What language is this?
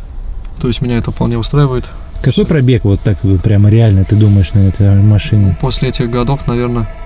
Russian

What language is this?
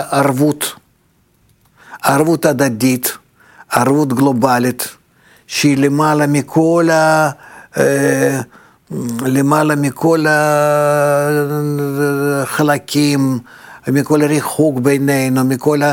Hebrew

